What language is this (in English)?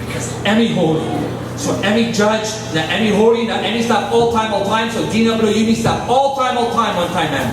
Tok Pisin